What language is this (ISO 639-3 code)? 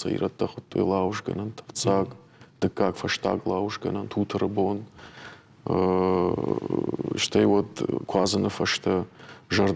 oss